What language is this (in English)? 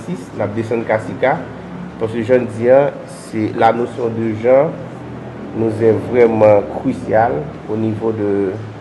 Haitian Creole